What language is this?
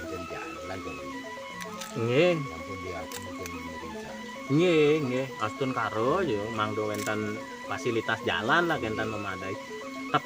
Balinese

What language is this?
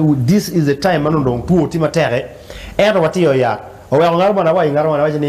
Acoli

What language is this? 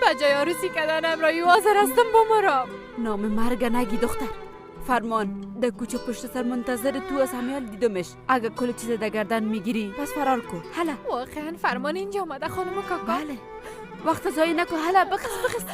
Persian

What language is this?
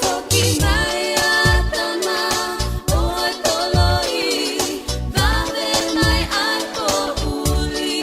Tongan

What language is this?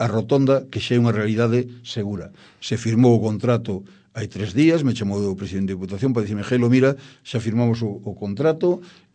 Galician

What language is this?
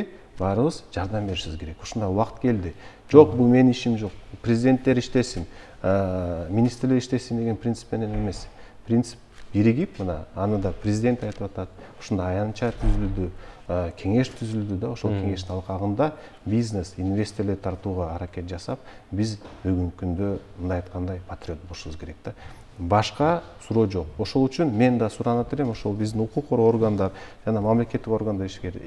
Kyrgyz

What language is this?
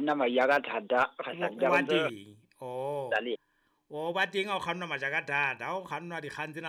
Southern Sotho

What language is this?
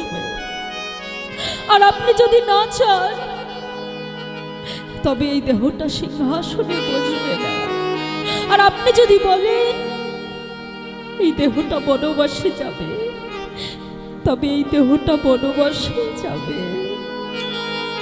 Bangla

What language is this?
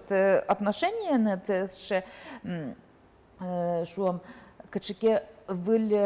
Udmurt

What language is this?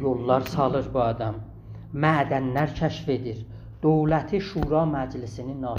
South Azerbaijani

